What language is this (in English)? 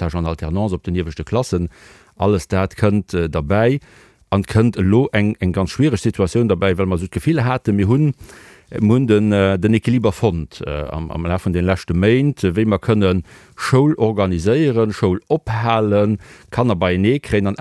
Luxembourgish